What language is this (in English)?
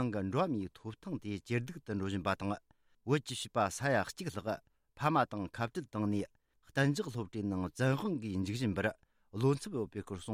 Tibetan